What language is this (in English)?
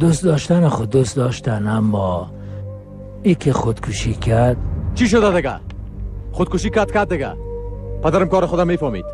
Persian